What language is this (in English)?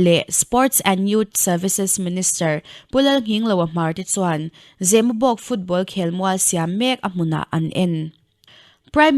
Mizo